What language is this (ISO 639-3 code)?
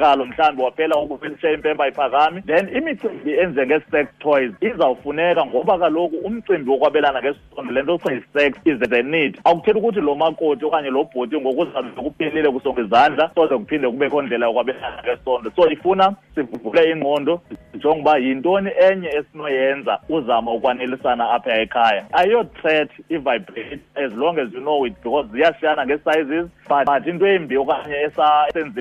xho